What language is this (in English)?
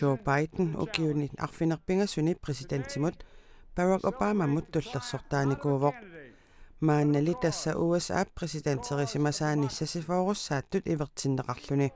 Kalaallisut